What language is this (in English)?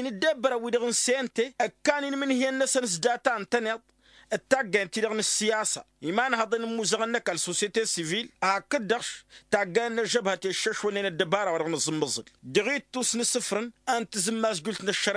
Tamasheq